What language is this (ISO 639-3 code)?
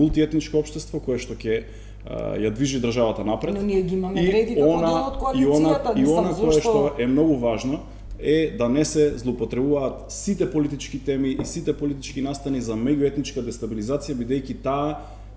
mkd